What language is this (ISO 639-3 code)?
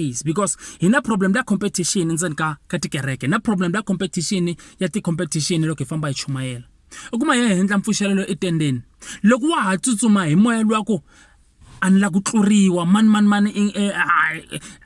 tso